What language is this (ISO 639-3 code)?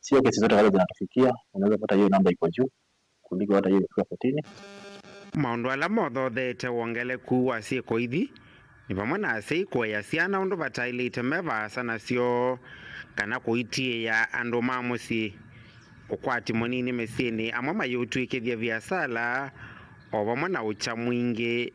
kam